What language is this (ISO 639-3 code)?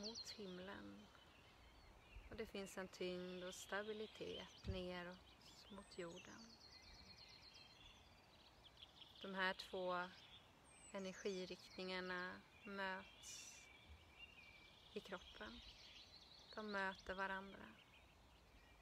swe